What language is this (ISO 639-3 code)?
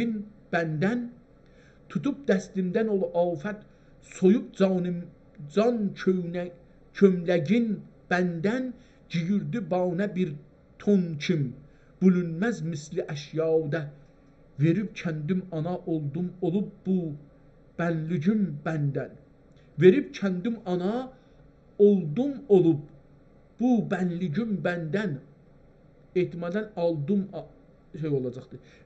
azb